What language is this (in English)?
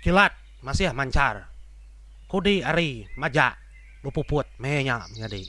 Iban